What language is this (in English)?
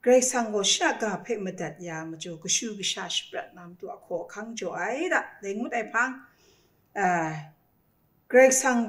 Kachin